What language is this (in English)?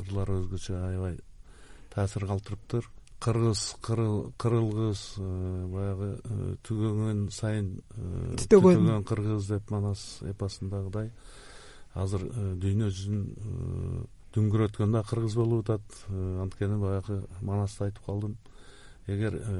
Kyrgyz